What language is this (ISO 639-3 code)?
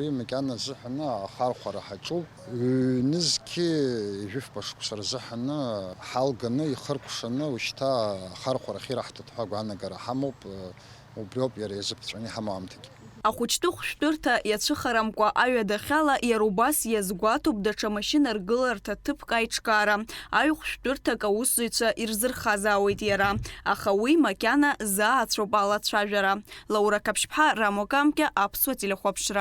abk